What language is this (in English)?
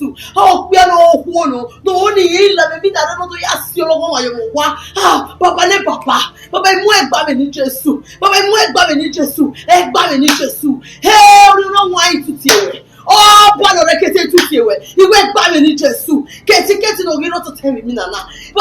Bini